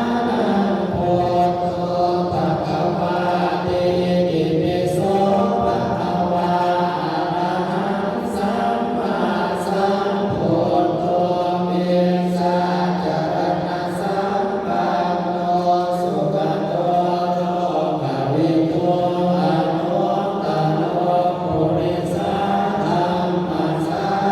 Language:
Lao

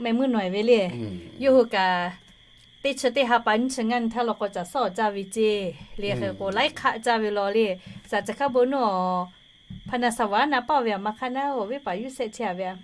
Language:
Lahu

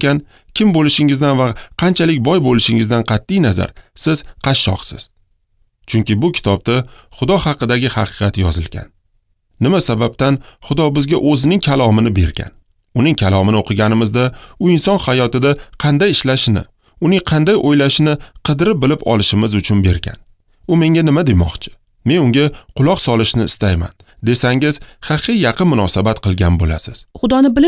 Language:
Uzbek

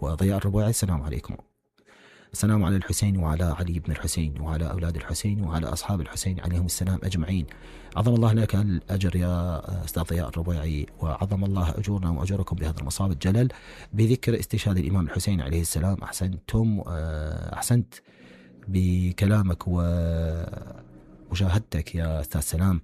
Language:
Mesopotamian Arabic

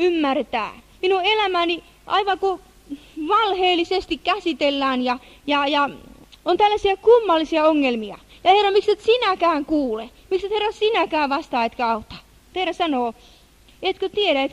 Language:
Finnish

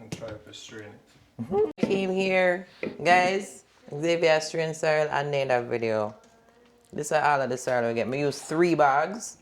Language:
Jamaican Creole English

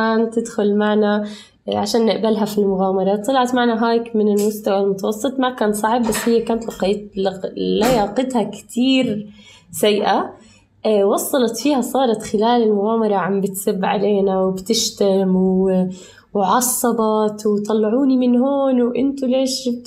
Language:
North Levantine Arabic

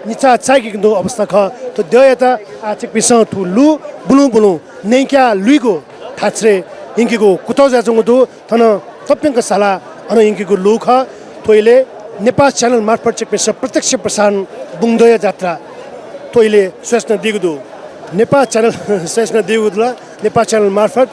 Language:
Newari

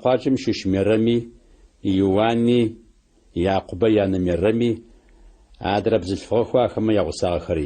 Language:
Adyghe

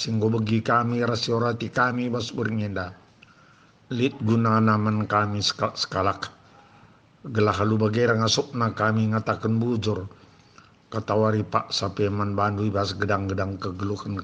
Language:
Batak Karo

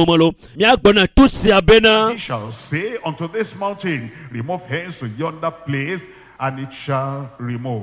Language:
Ewe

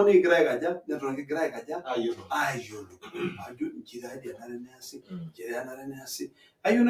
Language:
Masai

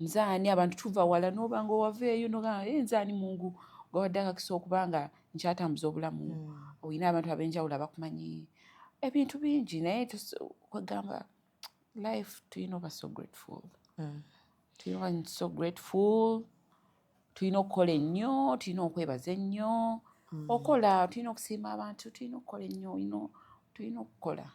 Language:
Ganda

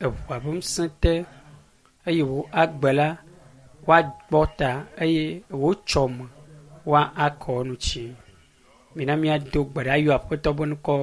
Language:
Ewe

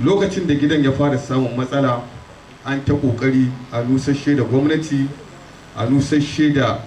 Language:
Hausa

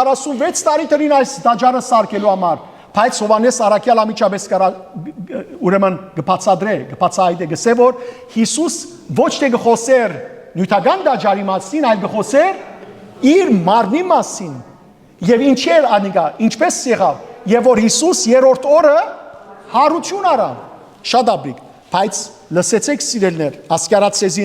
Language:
Western Armenian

